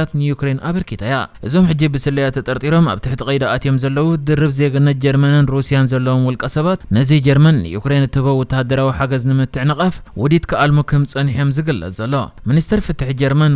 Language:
Tigrinya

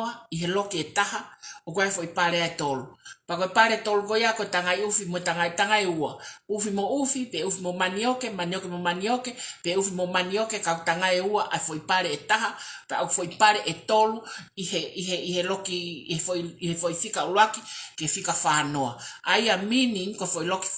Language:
Tongan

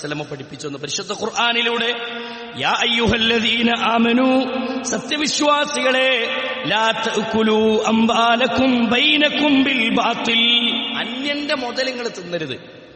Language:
Malayalam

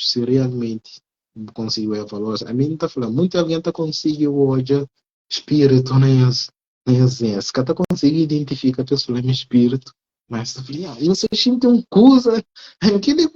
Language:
Kabuverdianu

